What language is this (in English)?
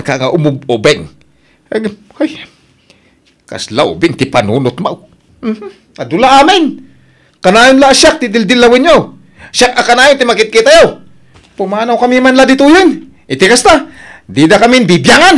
Iloko